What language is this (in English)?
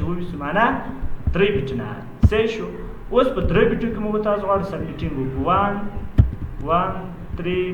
Pashto